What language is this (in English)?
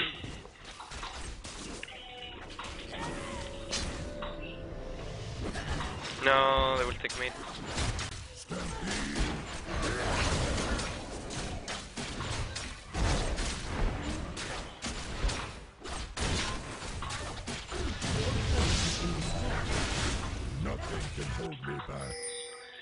English